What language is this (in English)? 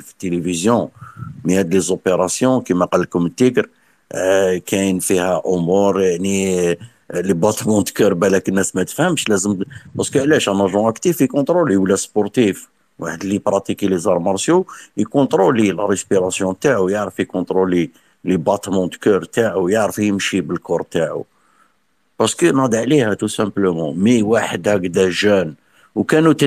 Algerian Arabic